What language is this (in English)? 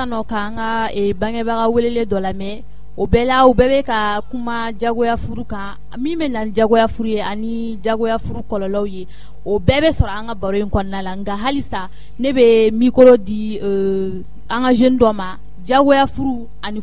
Bambara